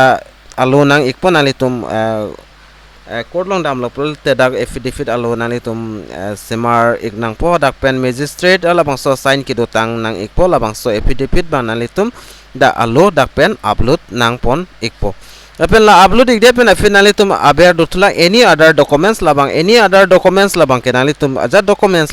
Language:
Karbi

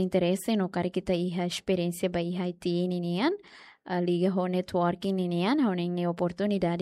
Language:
Tetum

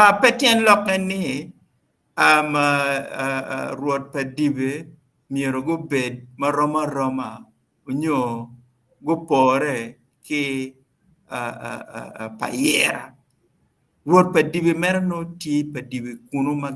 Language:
Acoli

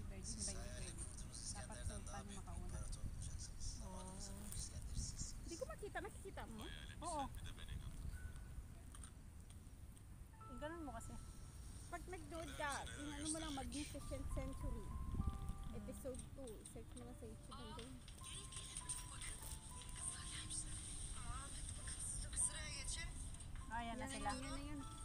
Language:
Filipino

